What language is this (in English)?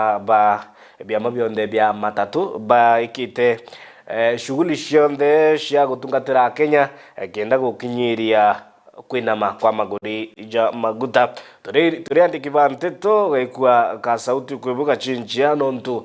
Meru